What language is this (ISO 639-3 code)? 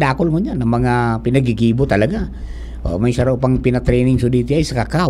bik